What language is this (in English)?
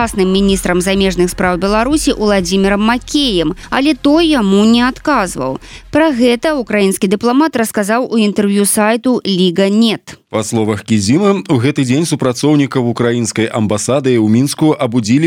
Belarusian